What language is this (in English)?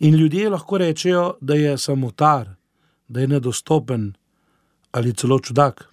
Slovenian